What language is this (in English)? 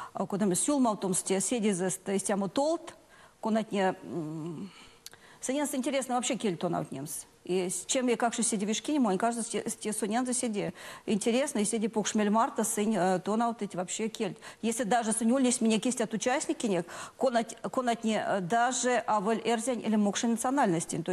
Erzya